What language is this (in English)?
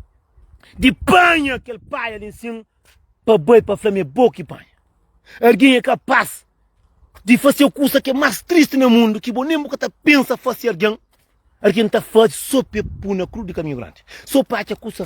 Kabuverdianu